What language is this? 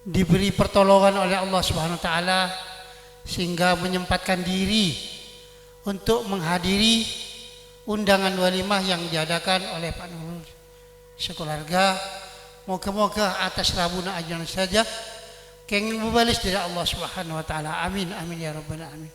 Madurese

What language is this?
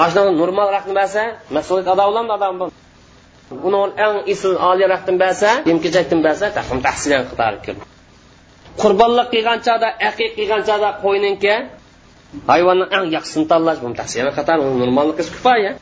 Uyghur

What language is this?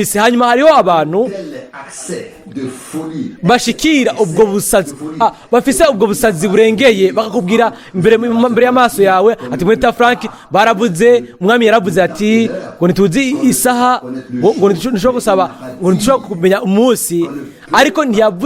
Rundi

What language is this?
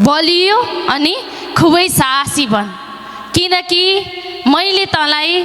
Nepali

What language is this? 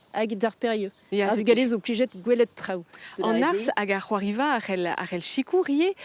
Breton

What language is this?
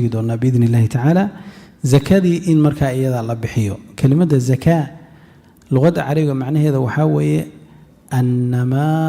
Somali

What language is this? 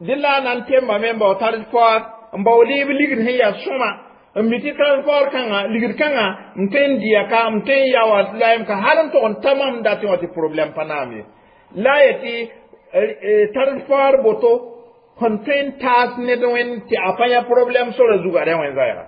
Mossi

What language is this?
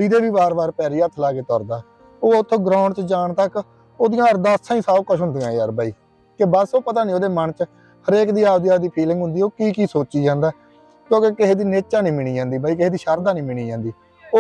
Punjabi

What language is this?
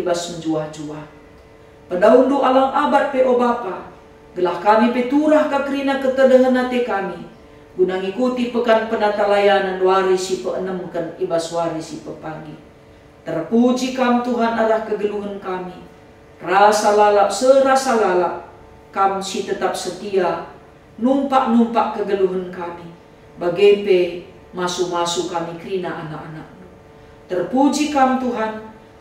Batak Karo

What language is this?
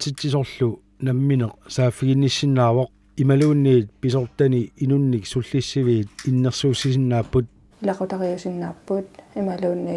Kalaallisut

